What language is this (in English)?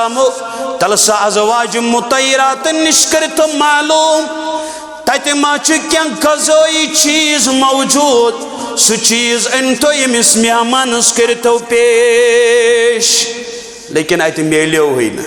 Kashmiri